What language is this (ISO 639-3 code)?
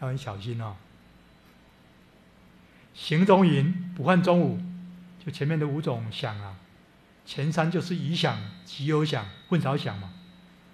zho